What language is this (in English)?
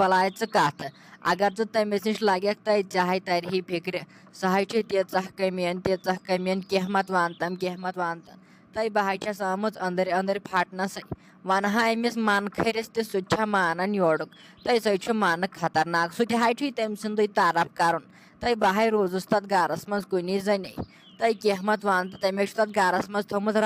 Kashmiri